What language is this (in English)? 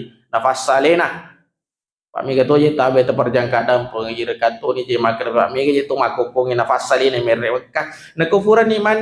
Buginese